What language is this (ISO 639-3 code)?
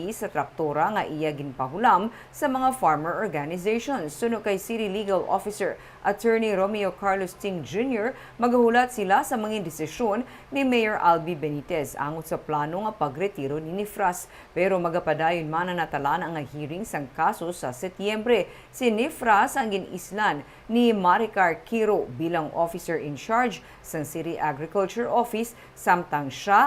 hil